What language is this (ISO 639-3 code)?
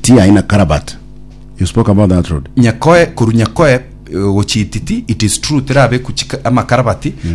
guz